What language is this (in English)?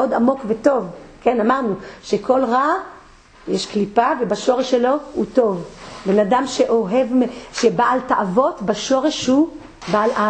Hebrew